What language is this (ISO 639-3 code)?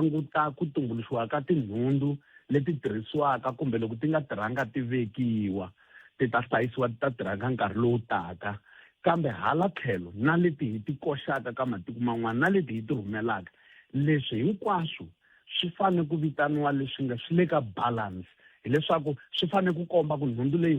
tso